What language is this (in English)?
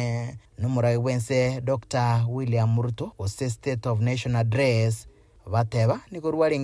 Gusii